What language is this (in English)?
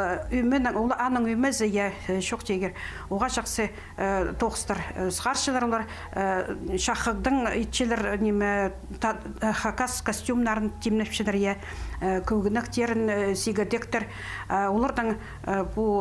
Khakas